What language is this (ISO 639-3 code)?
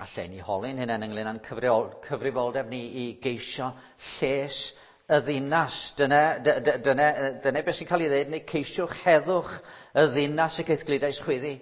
cym